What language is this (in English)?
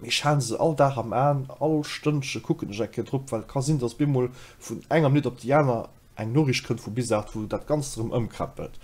Luxembourgish